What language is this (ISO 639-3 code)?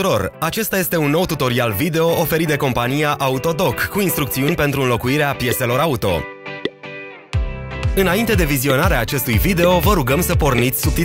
ron